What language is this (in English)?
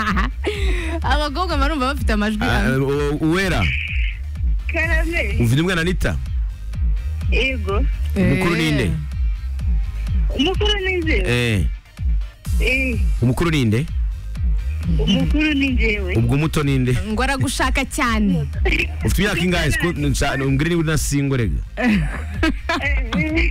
Kinyarwanda